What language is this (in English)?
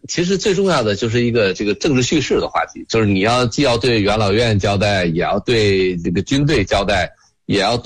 Chinese